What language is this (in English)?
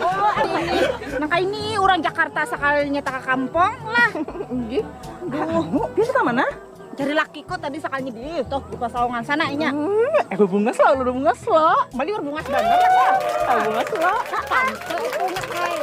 Banjar